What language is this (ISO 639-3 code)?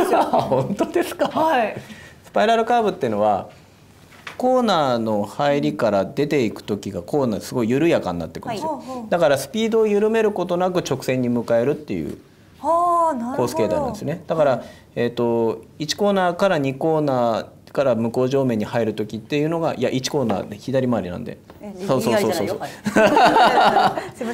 jpn